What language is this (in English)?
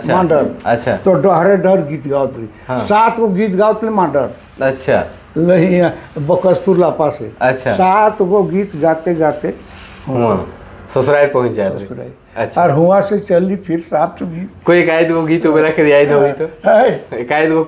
Sadri